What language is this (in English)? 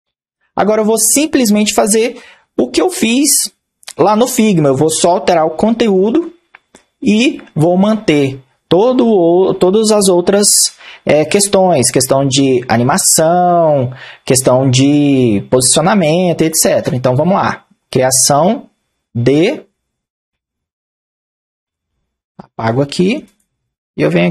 Portuguese